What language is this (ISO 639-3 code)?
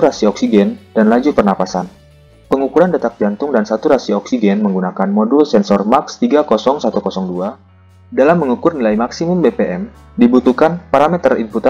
ind